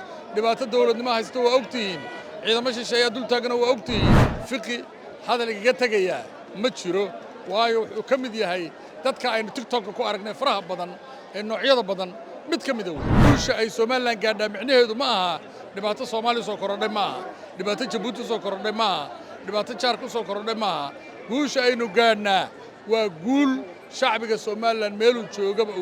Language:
Somali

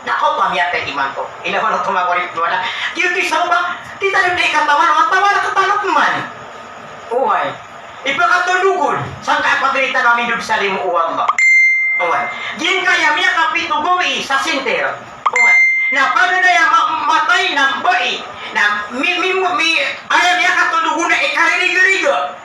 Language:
Maranao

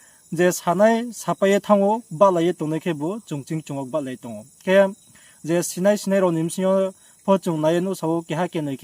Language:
Riang (India)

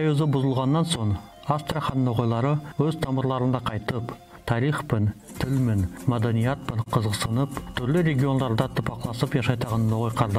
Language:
Nogai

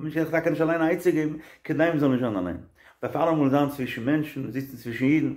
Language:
Yiddish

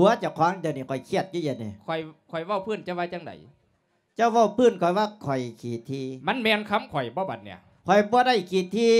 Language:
Lao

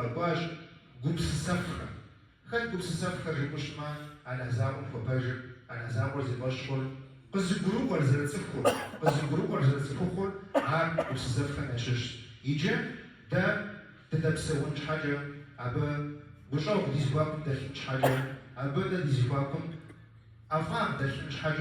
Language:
Kabardian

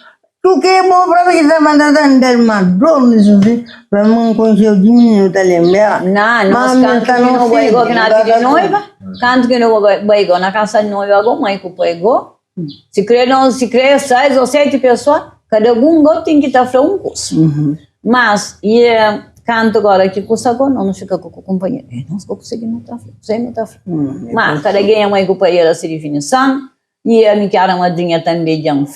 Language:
Kabuverdianu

